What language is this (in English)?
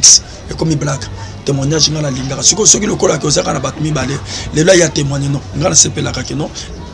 Lingala